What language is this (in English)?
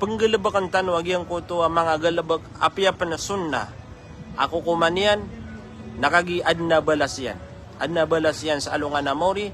Maranao